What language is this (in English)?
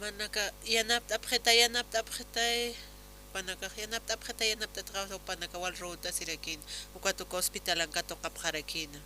Aymara